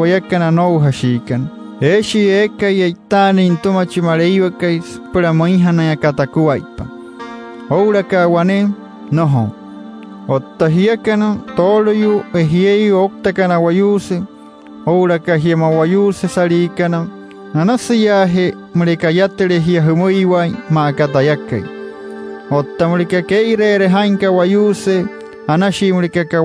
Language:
Wayuu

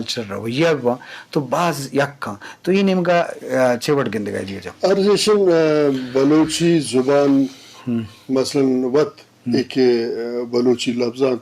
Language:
Eastern Balochi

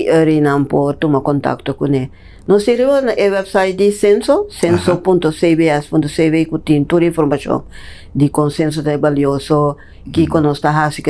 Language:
Papiamento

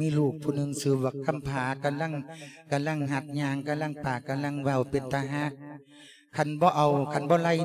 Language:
Lao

